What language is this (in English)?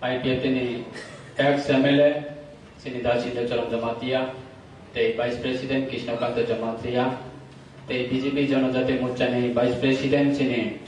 Kok Borok